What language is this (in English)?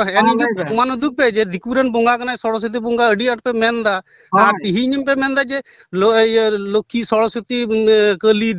Santali